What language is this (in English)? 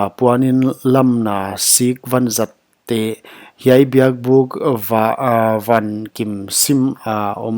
Paite Chin